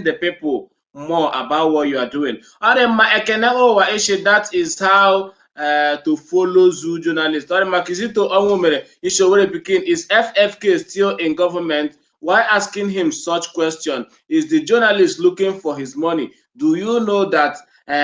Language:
Igbo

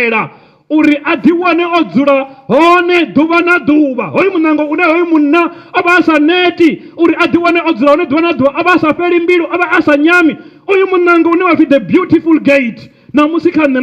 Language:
Venda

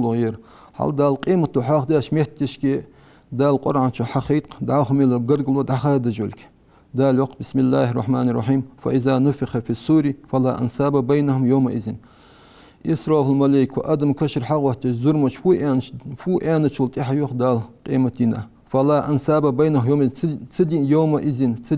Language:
Ingush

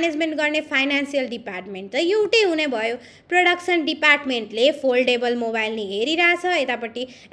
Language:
Nepali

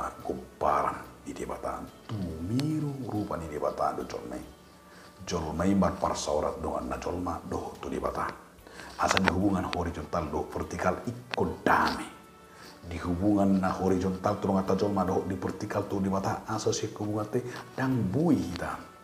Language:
Batak Toba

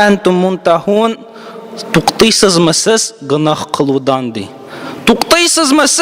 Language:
Tatar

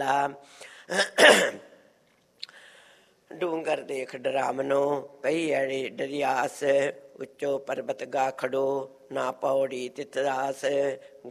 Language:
Punjabi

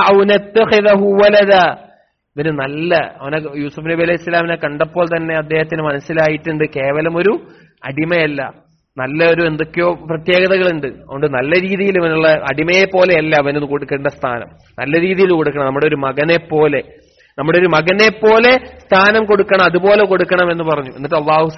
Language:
Malayalam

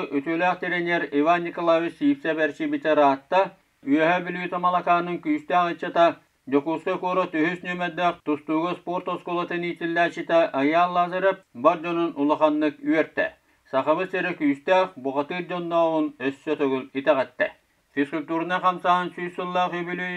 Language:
Yakut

